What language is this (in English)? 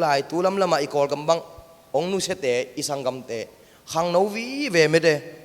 Tedim Chin